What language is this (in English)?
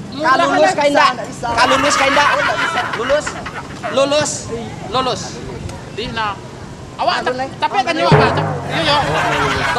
Minangkabau